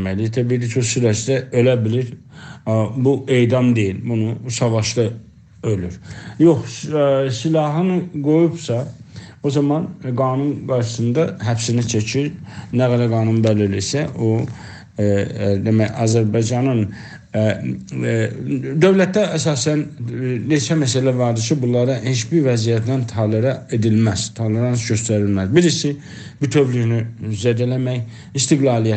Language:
South Azerbaijani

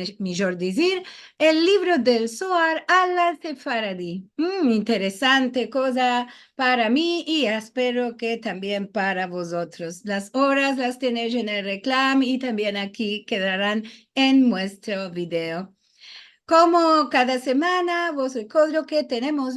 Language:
Ladino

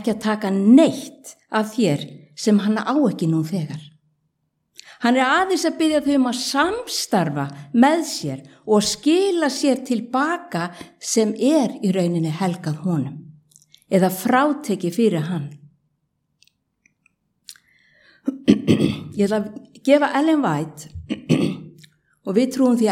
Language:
Icelandic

